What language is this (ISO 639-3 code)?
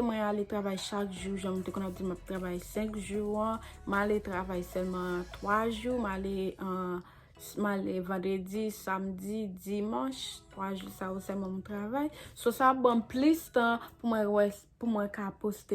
hat